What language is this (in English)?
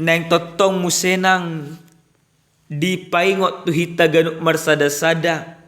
Batak Toba